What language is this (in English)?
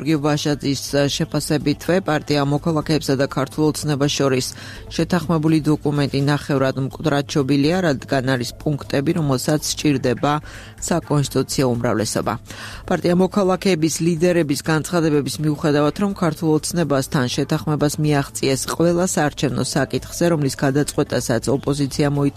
Georgian